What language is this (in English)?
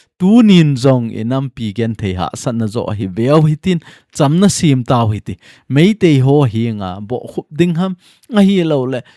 Thado Chin